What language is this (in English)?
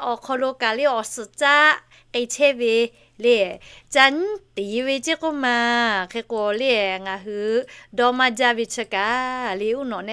Lahu